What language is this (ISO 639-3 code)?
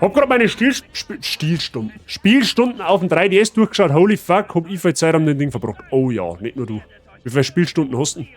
bar